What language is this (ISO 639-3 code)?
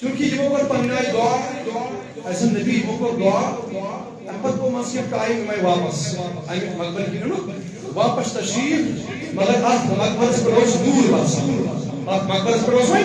kas